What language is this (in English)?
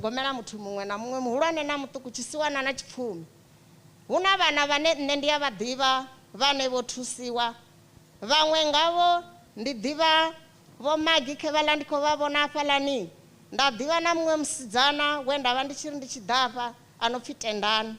Venda